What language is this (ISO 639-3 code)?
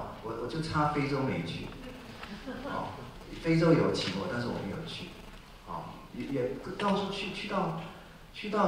zho